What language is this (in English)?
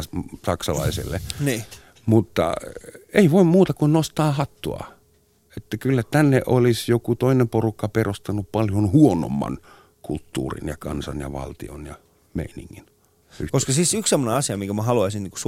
Finnish